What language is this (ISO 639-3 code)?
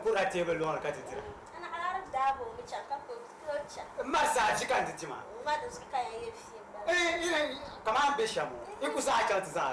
dag